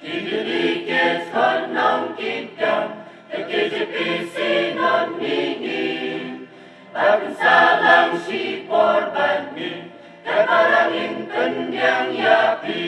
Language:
Khasi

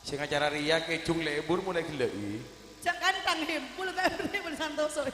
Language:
Madurese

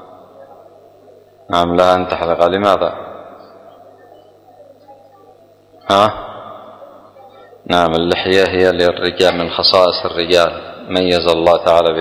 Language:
Arabic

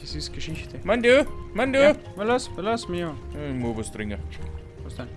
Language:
Bavarian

